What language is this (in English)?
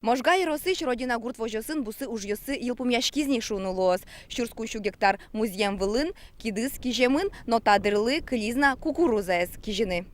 Udmurt